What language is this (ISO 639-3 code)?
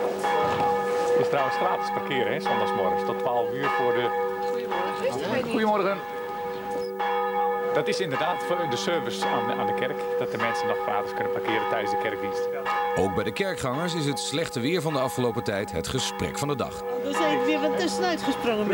nld